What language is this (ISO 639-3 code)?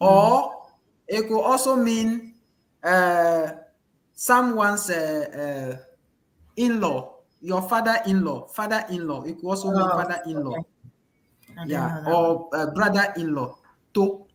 ewe